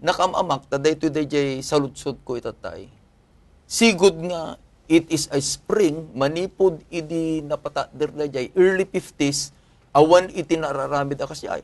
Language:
Iloko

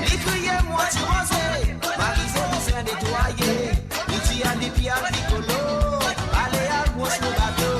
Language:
Morisyen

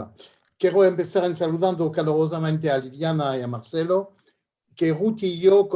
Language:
Ladino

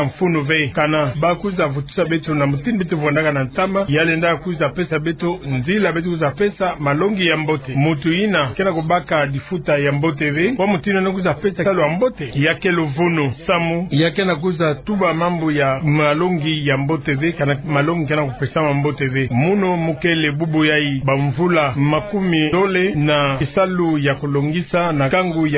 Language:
Kituba (Democratic Republic of Congo)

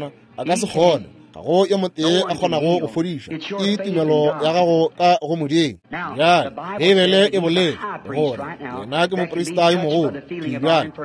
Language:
Northern Sotho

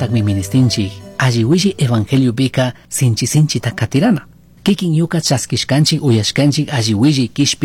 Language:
Chimborazo Highland Quichua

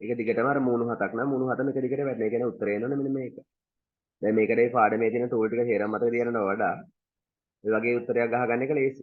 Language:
Sinhala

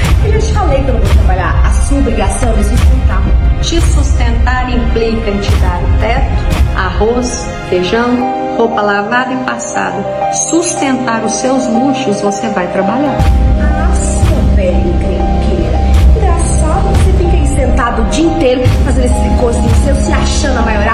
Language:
Portuguese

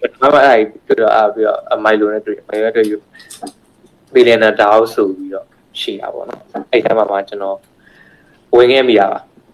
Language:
Burmese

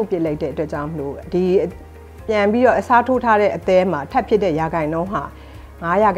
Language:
Burmese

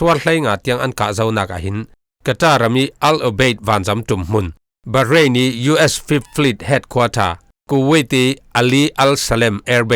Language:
Falam Chin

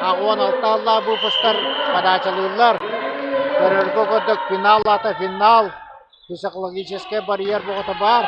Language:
Yakut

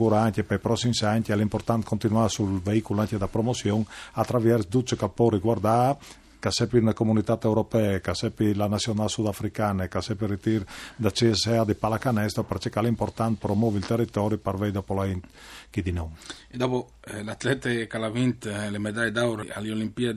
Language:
Friulian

